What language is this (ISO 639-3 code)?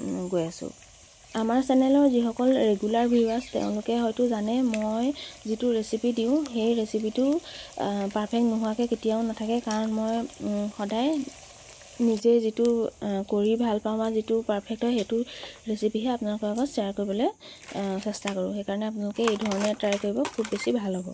asm